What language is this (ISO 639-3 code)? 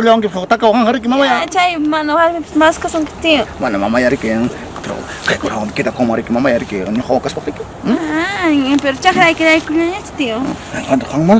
quy